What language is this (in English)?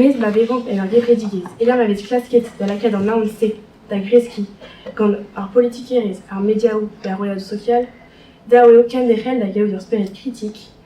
Breton